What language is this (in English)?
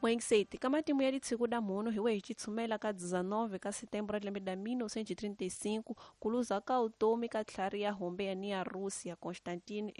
Tsonga